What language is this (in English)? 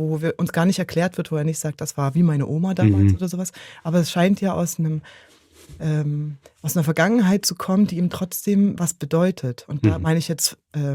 Swiss German